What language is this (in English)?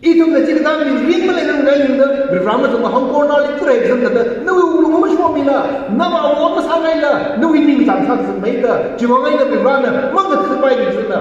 Tangkhul Naga (India)